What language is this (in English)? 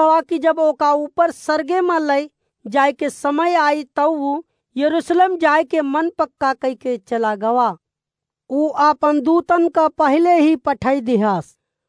Awadhi